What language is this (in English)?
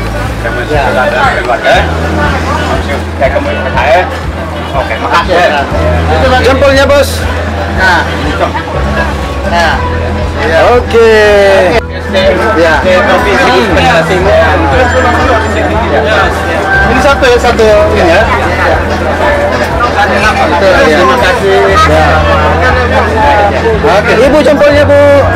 Indonesian